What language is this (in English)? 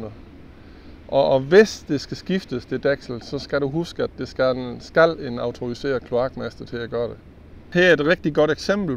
Danish